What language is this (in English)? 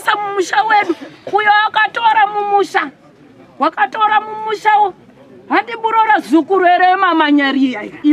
Shona